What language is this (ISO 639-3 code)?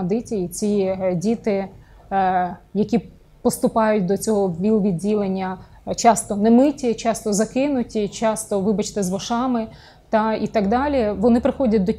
ukr